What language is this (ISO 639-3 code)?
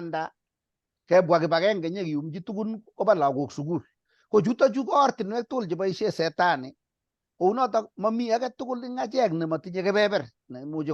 kln